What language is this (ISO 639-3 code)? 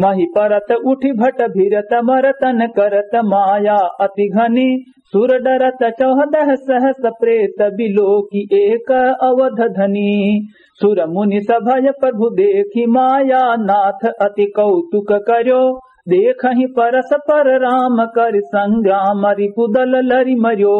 awa